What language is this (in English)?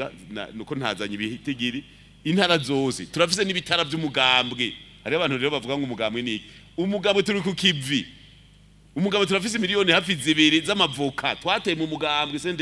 Rundi